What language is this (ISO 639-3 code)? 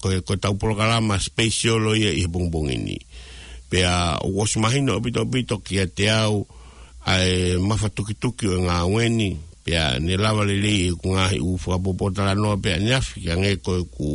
ton